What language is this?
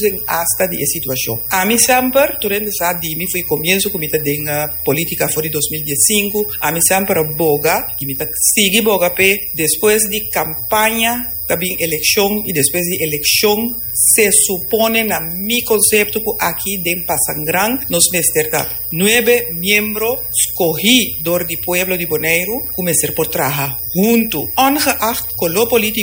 Papiamento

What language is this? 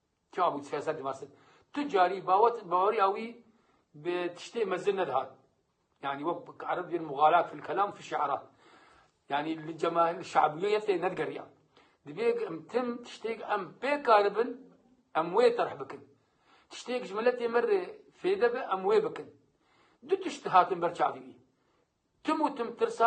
Kurdish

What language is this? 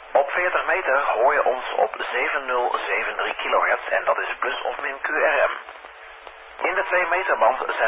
Dutch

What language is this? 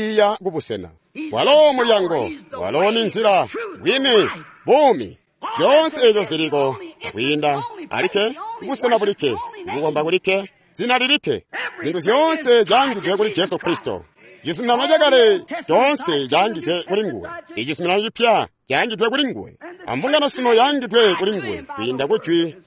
Tonga (Zambia)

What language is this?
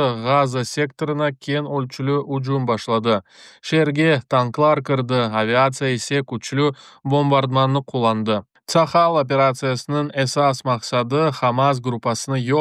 Crimean Tatar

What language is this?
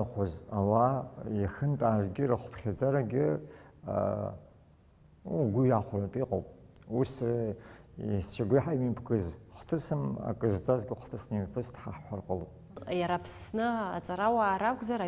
Abkhazian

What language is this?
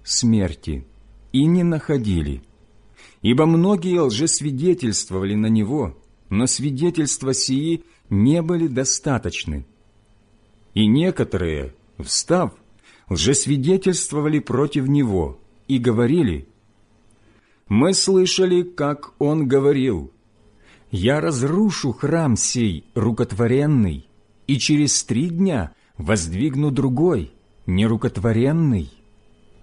Russian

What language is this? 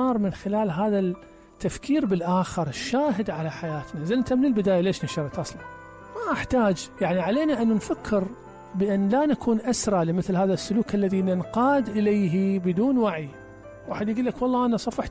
Mesopotamian Arabic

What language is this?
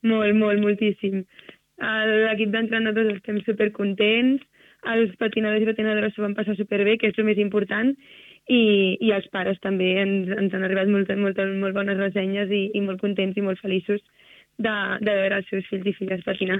Catalan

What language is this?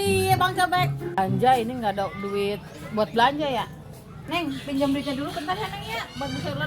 Betawi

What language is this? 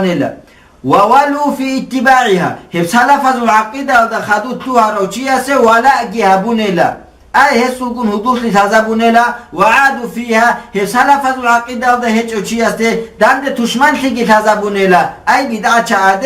Avaric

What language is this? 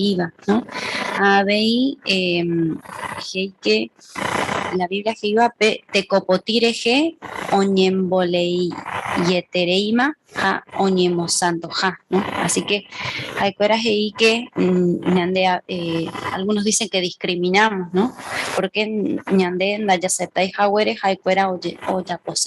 Guarani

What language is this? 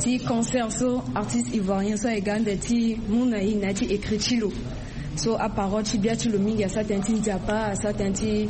Sango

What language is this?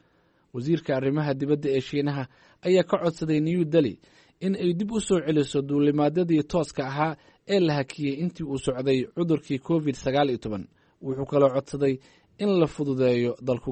Somali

